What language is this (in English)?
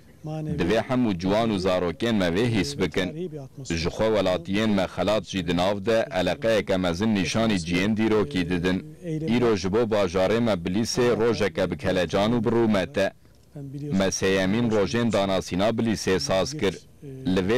Kurdish